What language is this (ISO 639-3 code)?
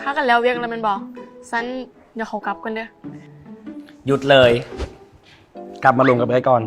lao